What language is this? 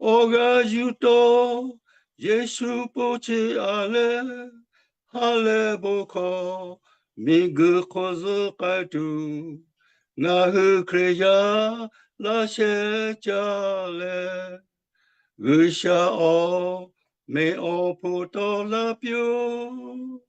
Lahu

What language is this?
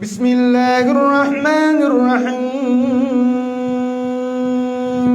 Buginese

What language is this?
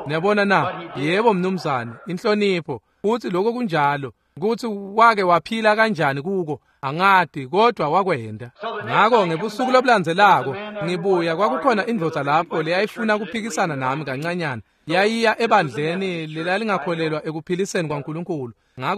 Swati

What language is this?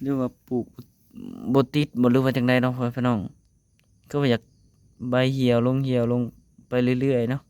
Northeastern Thai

